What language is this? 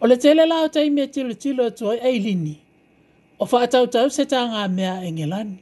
Samoan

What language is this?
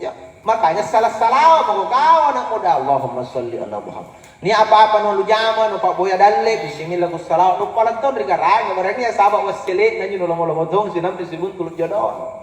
Makasar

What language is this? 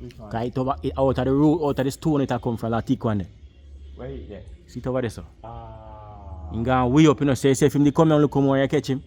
Jamaican Creole English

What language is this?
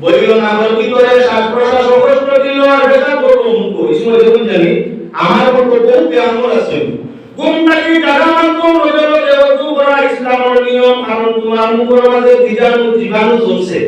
Sylheti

